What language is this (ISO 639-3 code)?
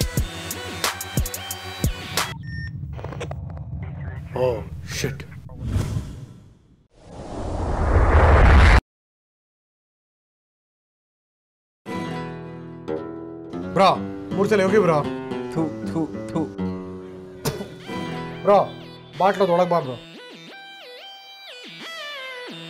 kan